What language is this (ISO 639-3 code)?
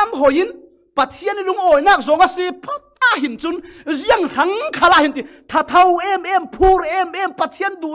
cfm